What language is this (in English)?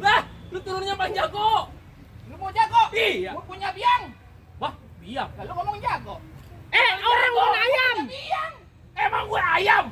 Betawi